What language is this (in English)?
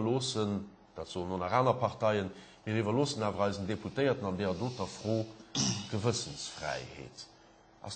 Luxembourgish